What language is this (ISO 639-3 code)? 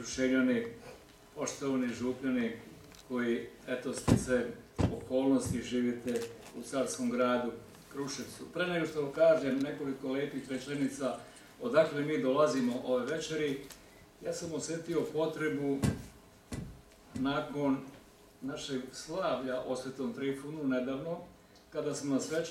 srp